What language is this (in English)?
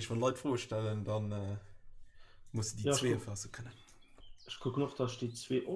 Luxembourgish